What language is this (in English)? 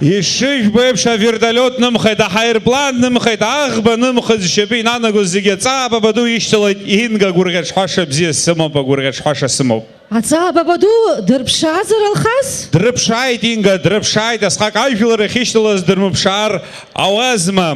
Abkhazian